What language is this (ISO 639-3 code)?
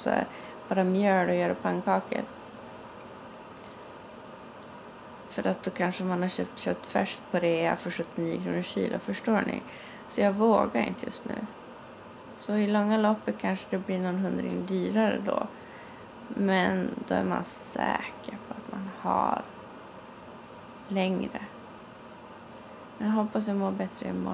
swe